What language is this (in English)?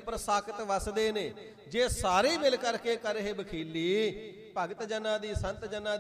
Punjabi